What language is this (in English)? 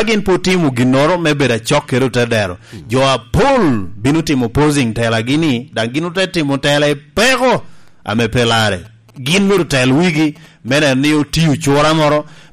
Lango (Uganda)